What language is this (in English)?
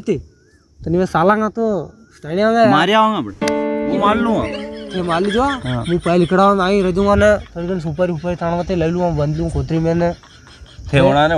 Rajasthani